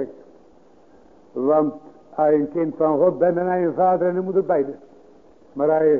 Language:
Dutch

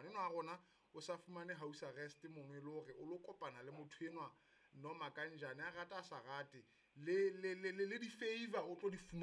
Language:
Southern Sotho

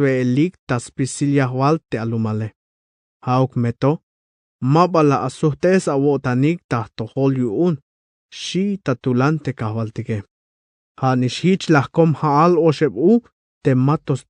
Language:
Tzeltal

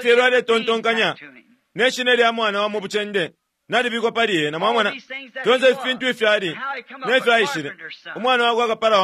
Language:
Bemba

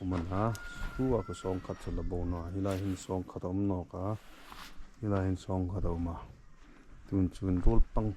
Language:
Hmar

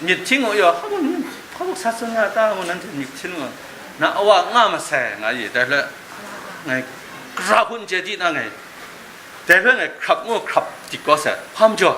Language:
Kachin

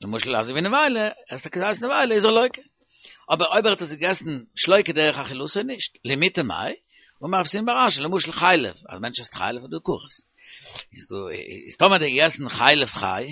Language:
Yiddish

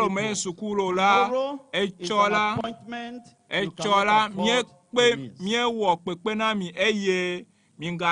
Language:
Ewe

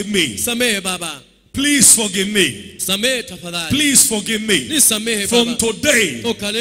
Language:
Swahili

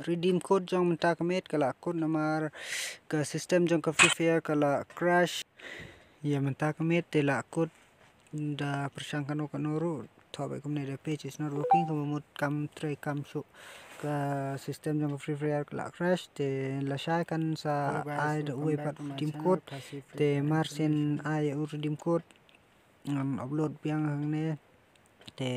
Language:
Khasi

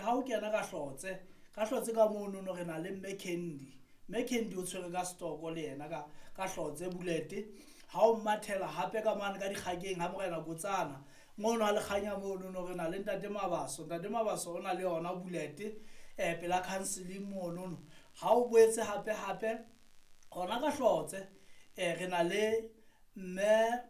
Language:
Southern Sotho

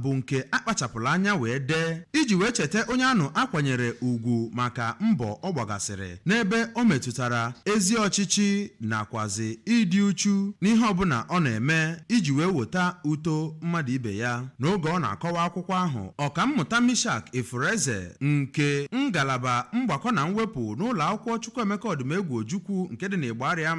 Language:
Igbo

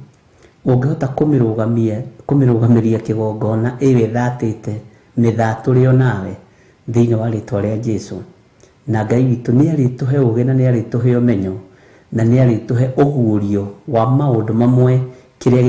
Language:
Kikuyu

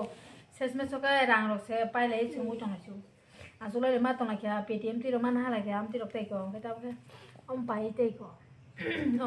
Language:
Kok Borok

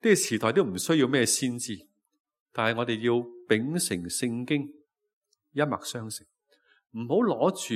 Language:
Cantonese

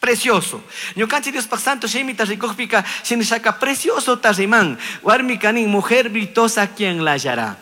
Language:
Chimborazo Highland Quichua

